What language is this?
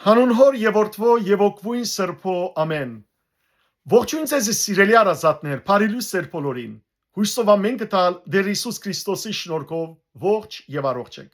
Western Armenian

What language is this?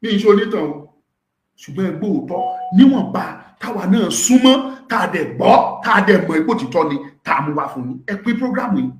Yoruba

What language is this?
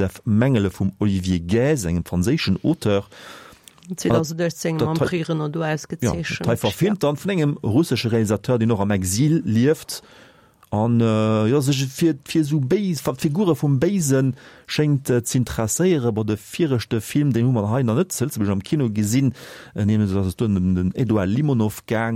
Luxembourgish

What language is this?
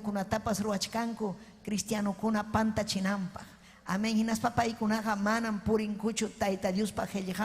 Ayacucho Quechua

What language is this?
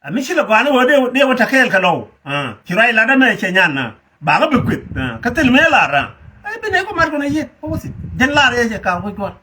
Nuer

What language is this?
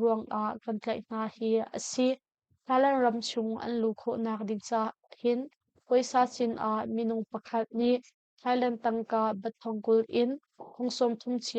Hakha Chin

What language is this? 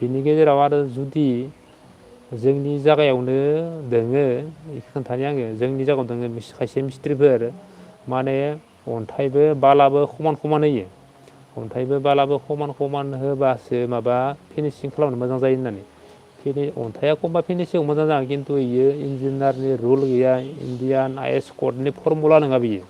Bodo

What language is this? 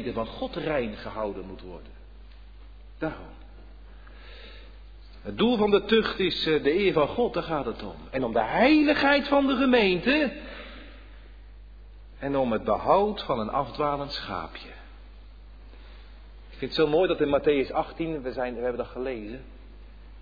Dutch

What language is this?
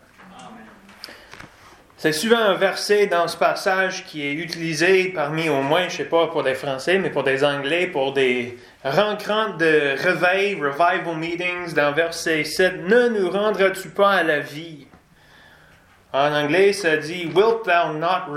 French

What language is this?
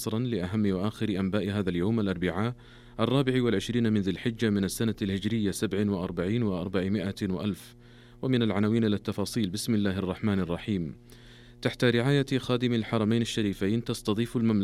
Arabic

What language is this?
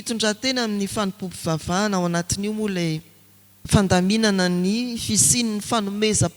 Malagasy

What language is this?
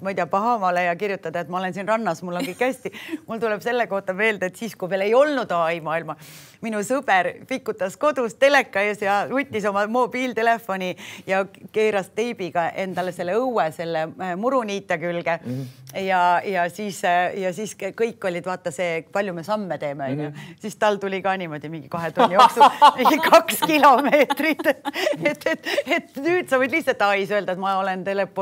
Estonian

